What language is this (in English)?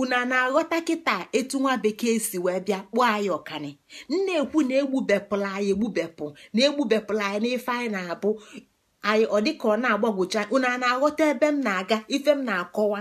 Igbo